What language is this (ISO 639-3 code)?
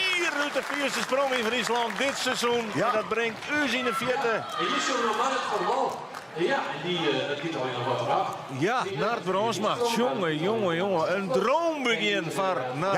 fry